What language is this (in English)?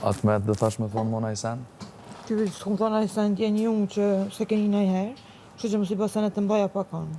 Albanian